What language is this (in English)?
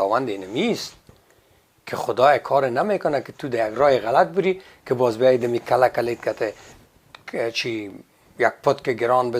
Persian